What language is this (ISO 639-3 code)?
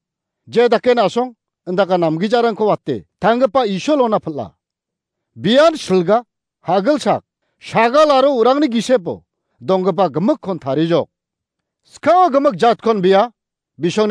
grt